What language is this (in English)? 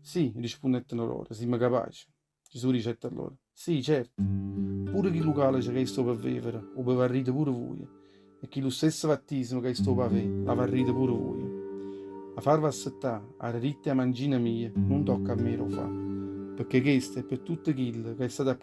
Neapolitan